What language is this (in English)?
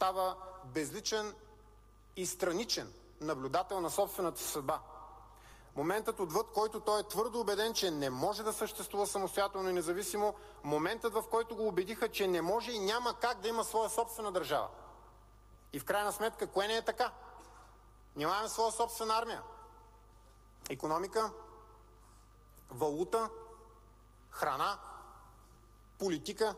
Bulgarian